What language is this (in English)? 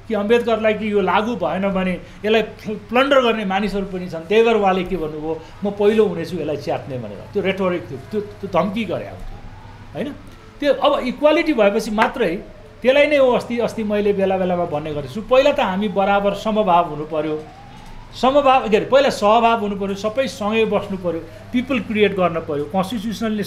Nepali